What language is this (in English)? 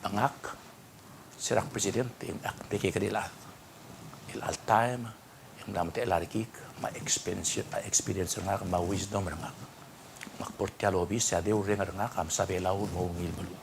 Palauan